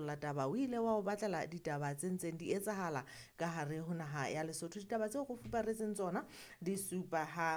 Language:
Southern Sotho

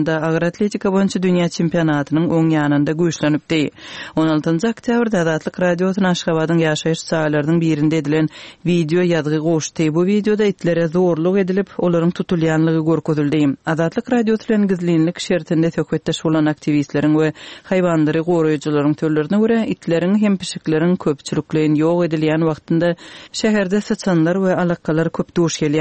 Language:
Turkmen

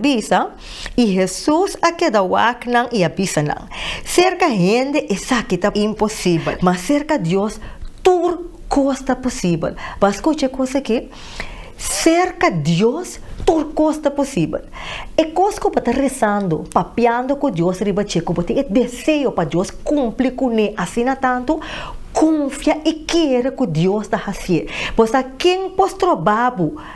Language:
Papiamento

